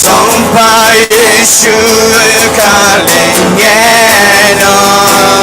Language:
Akha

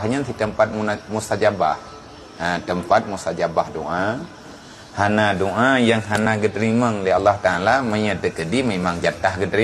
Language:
Achinese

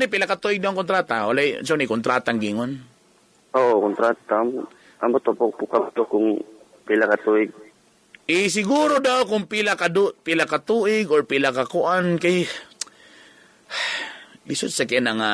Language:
Cebuano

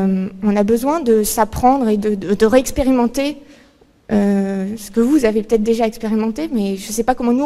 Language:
French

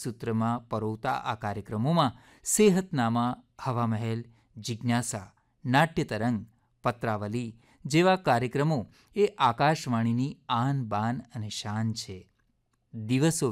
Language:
Gujarati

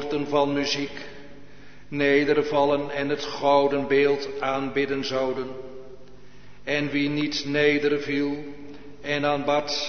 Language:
Dutch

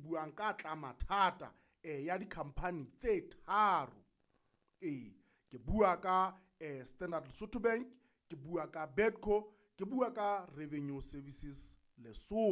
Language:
Southern Sotho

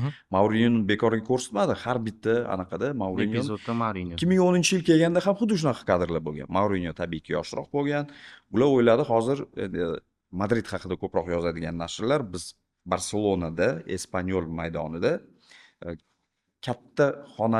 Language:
Uzbek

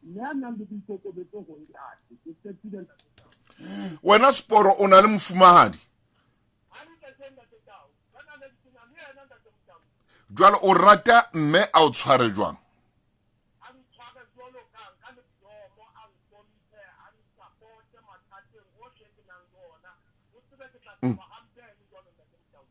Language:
Southern Sotho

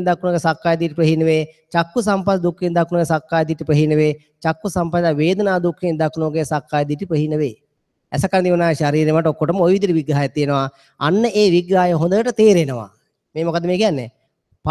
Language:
Sinhala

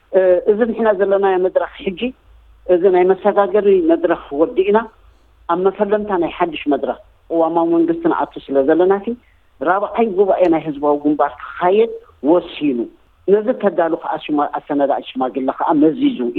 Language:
Tigrinya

